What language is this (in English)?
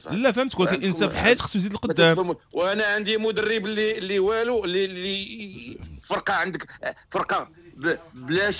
Moroccan Arabic